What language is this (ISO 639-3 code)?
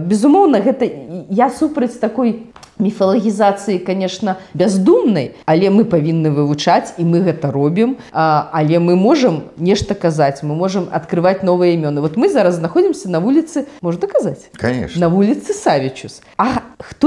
bel